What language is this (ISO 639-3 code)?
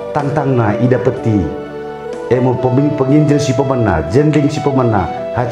btx